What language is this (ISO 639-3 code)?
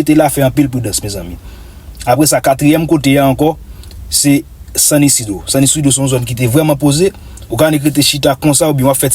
hat